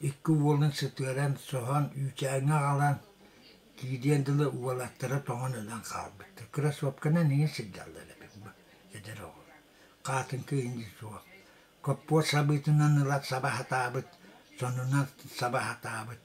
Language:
Yakut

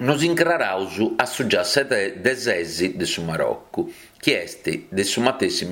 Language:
Sardinian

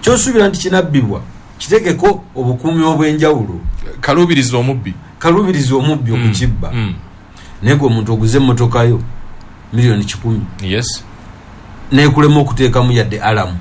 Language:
Ganda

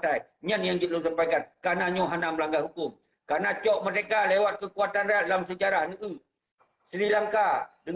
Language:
Achinese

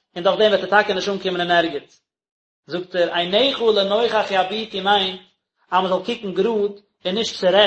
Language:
Yiddish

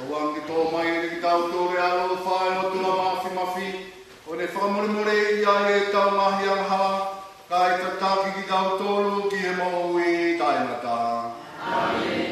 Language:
Tongan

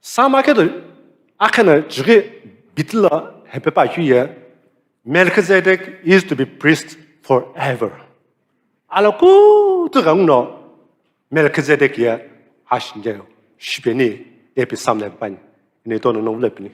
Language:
Sumi Naga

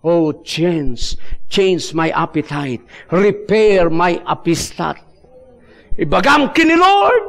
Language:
Iloko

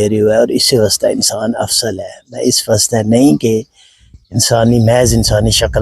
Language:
Gujari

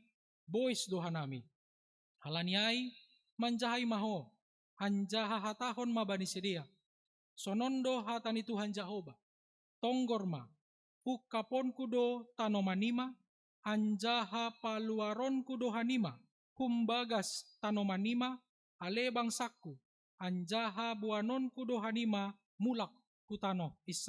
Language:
Batak Simalungun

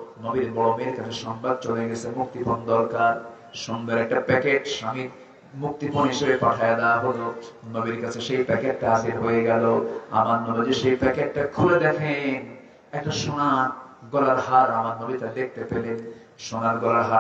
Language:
Bangla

